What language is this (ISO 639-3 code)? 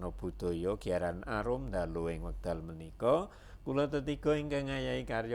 jav